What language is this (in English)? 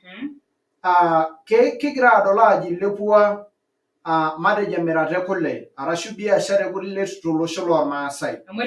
Masai